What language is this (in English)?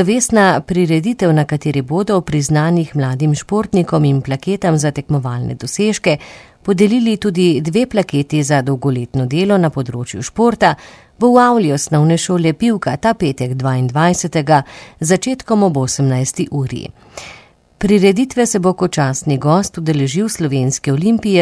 Slovenian